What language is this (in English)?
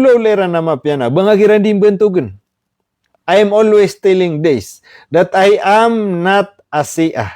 Maranao